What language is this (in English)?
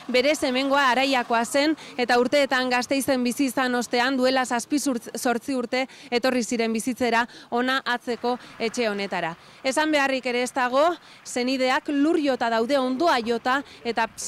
Basque